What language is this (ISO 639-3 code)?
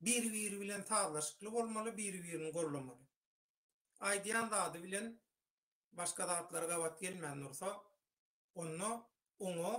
tuk